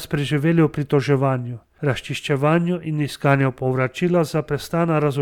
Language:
Slovenian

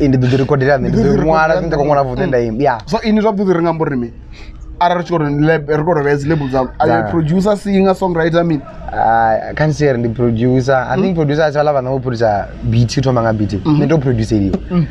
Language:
Venda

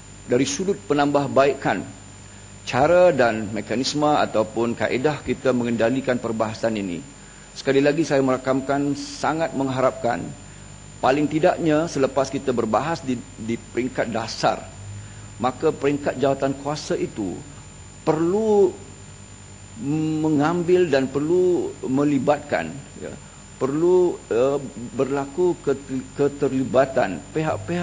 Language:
Malay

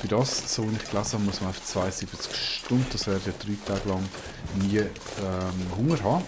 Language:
Swiss German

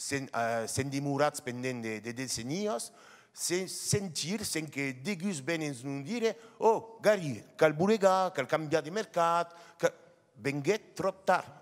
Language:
Occitan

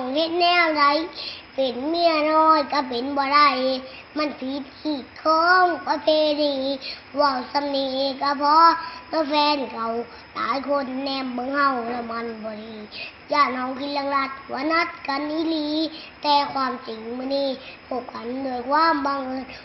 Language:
Lao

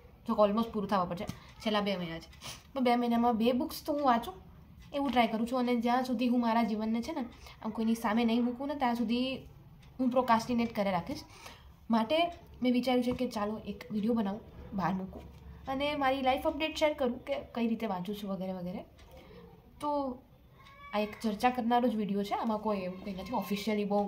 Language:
Gujarati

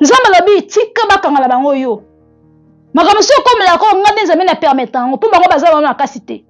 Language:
Lingala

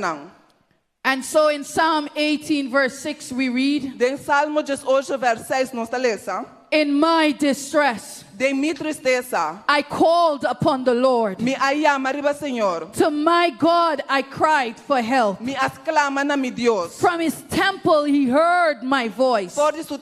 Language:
Papiamento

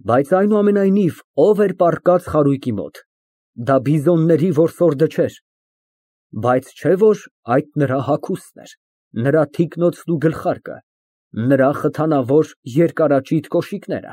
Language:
Armenian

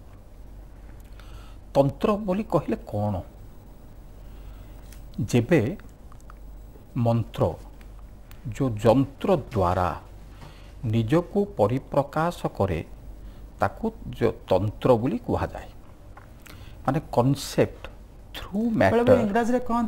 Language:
Odia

